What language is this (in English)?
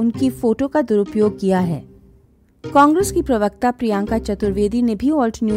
Hindi